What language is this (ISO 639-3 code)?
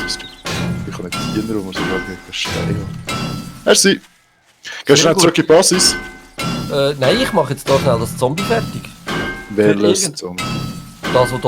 gsw